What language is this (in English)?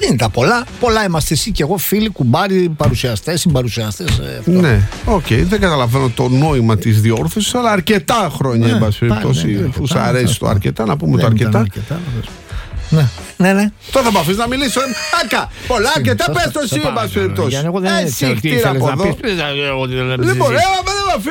Greek